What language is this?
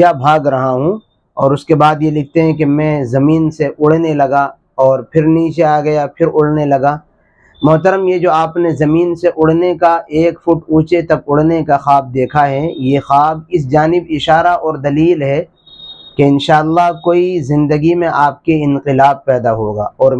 Urdu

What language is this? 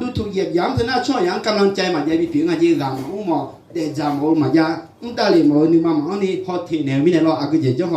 Akha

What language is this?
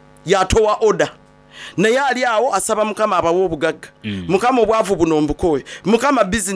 Soga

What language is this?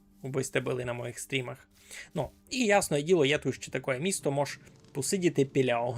Rusyn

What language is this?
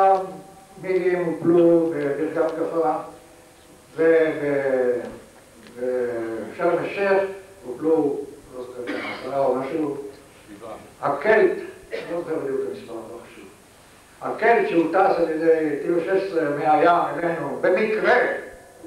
Hebrew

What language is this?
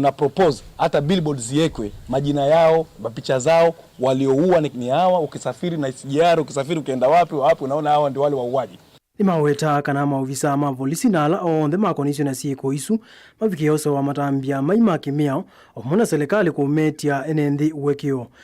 Kamba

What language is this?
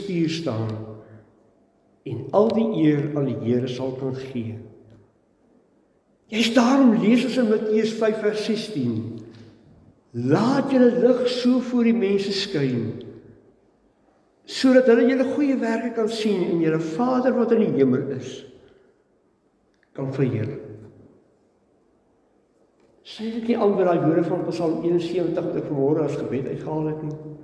Afrikaans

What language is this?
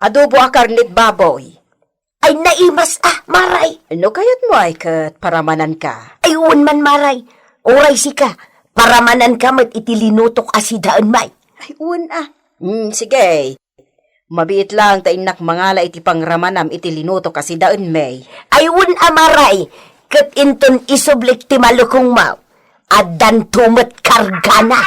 Iloko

